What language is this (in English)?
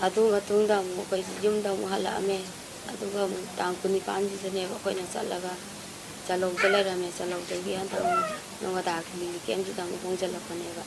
Manipuri